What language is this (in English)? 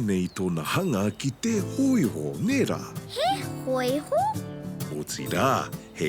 Māori